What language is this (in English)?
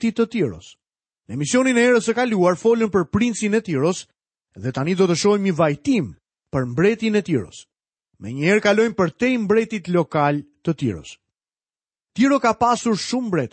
Albanian